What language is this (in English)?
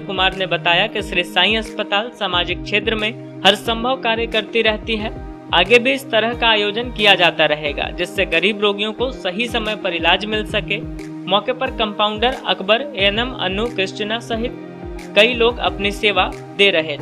Hindi